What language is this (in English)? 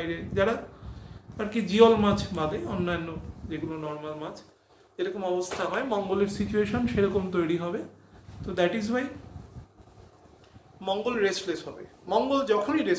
Bangla